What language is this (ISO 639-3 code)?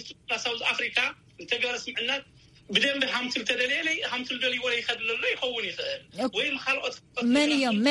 tir